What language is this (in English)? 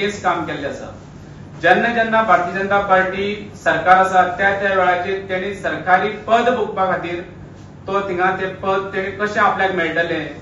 Konkani